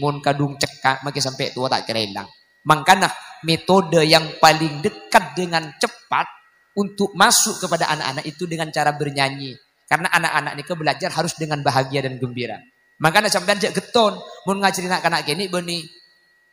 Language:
Madurese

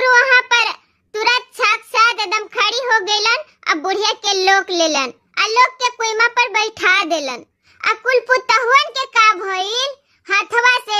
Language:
Bhojpuri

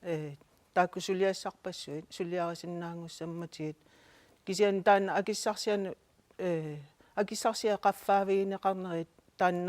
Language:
Kalaallisut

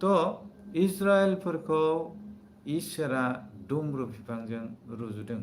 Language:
Bodo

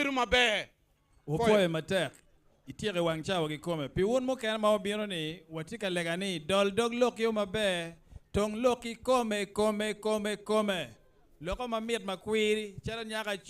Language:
Acoli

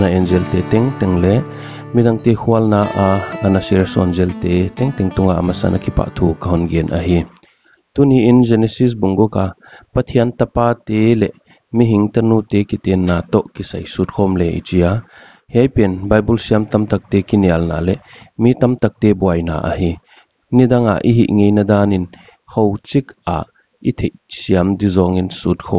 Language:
Paite Chin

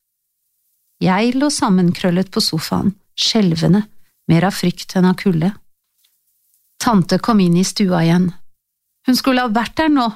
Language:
Norwegian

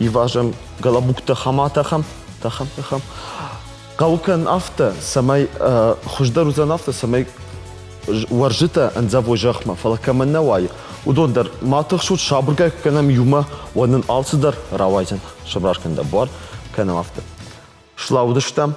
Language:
Ossetic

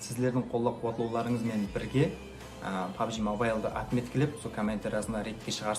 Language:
Kara-Kalpak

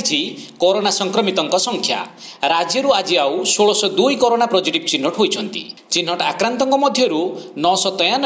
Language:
Odia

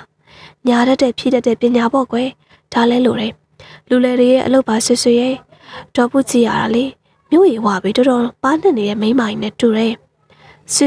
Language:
Burmese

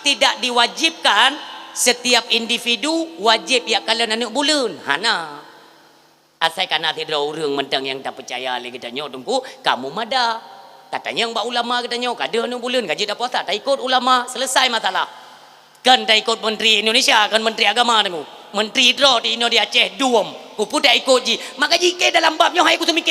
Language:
Achinese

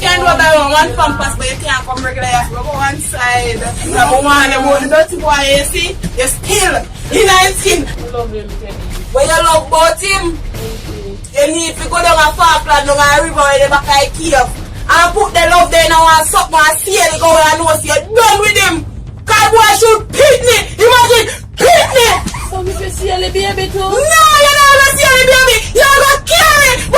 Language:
Jamaican Creole English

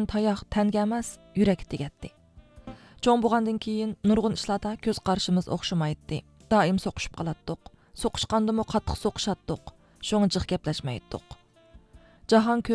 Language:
Uyghur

